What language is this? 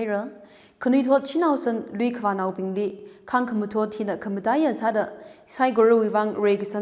Tangkhul Naga (India)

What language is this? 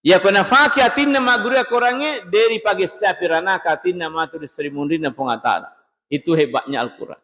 Buginese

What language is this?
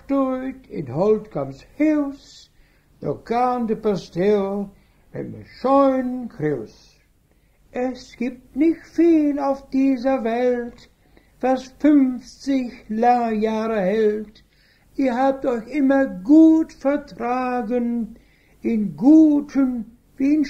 Westphalien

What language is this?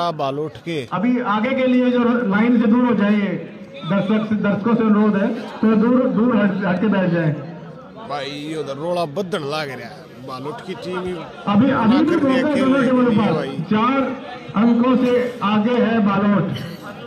Hindi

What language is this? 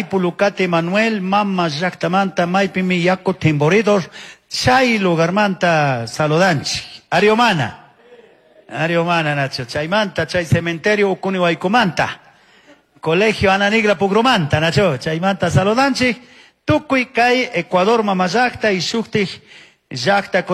Chimborazo Highland Quichua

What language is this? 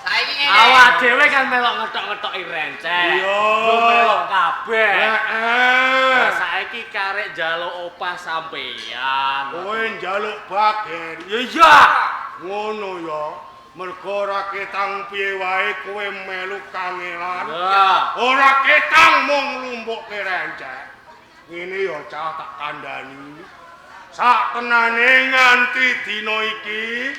Javanese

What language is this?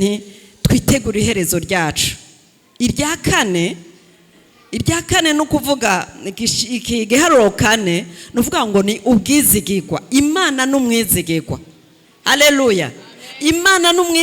Rundi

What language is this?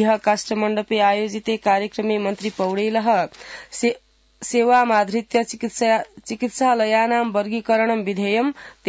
Sanskrit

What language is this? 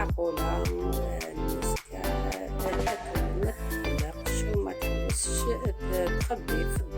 Algerian Arabic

